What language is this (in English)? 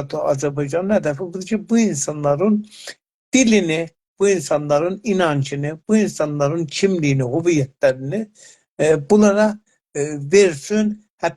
South Azerbaijani